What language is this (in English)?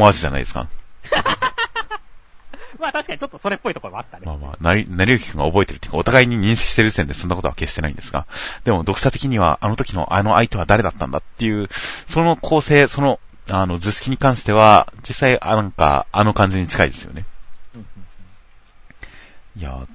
Japanese